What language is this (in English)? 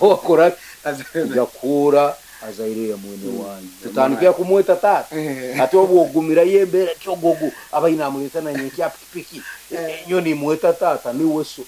Nyankole